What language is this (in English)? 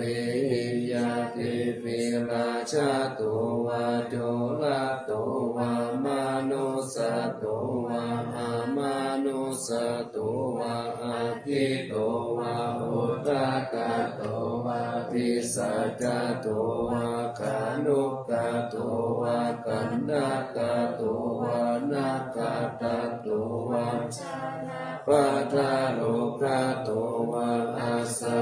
Pali